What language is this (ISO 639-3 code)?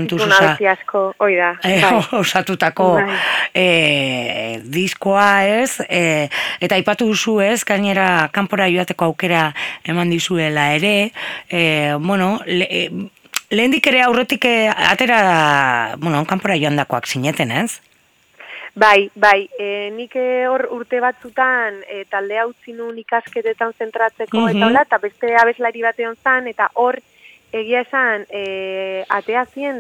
eus